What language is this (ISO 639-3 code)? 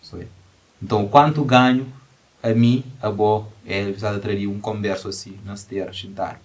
kea